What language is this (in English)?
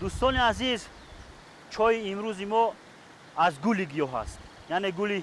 Tajik